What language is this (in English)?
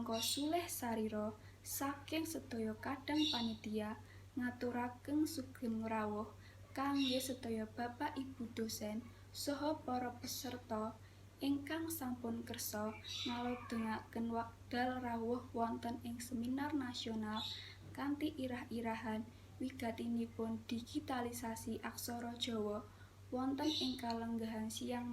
Javanese